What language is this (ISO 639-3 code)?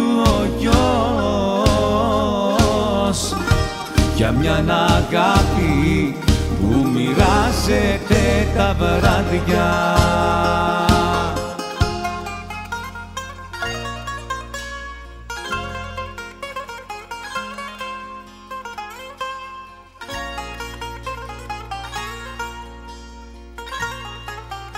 ell